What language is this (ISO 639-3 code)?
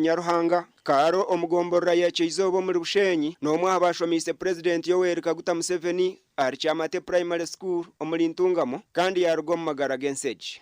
nyn